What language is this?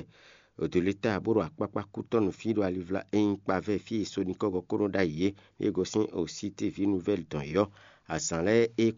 Fon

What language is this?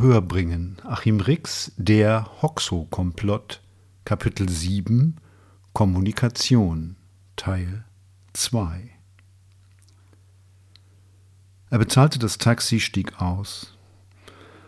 German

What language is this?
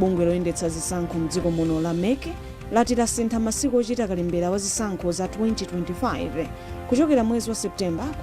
Nyanja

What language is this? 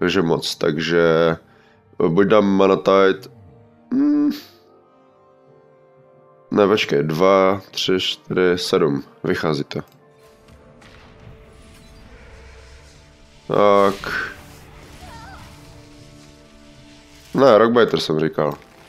Czech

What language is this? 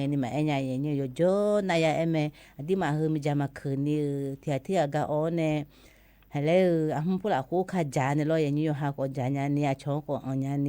Akha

